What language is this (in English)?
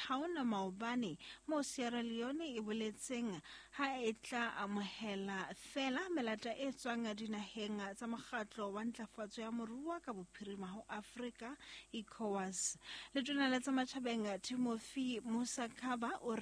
Southern Sotho